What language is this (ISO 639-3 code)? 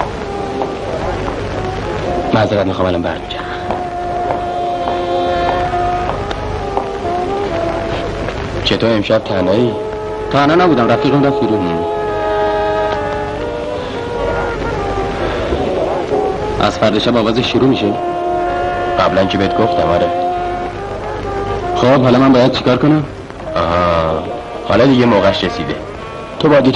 fas